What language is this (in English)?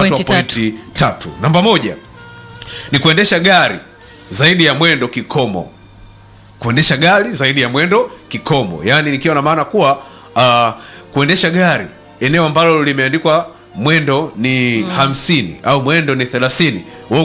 Swahili